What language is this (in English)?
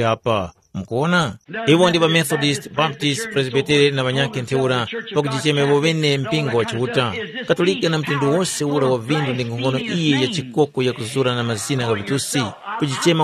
Tumbuka